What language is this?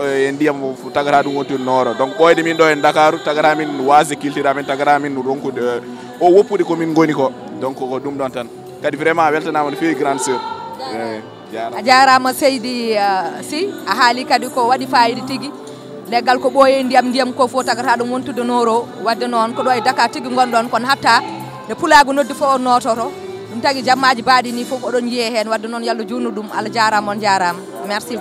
Fula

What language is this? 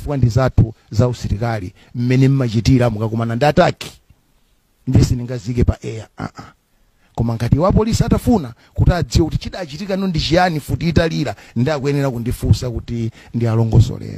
Nyanja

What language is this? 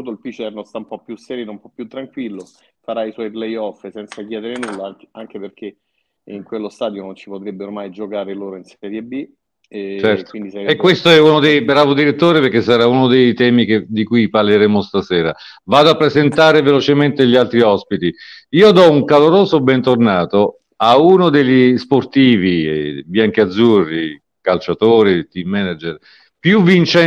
Italian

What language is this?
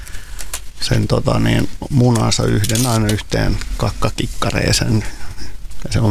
Finnish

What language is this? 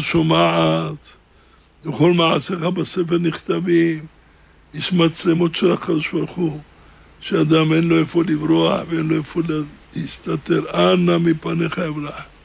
Hebrew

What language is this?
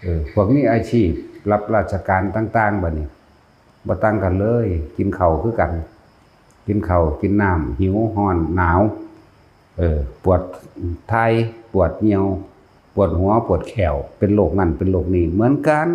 Northeastern Thai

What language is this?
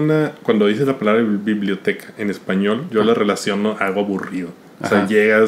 Spanish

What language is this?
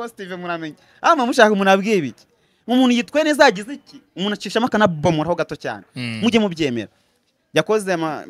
Kinyarwanda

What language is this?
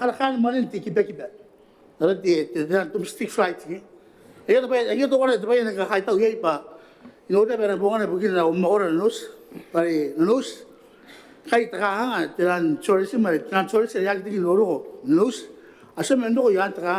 Gilbertese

